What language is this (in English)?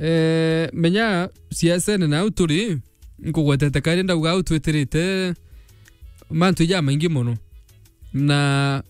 Meru